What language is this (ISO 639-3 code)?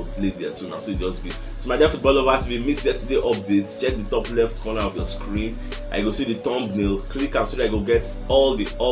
pcm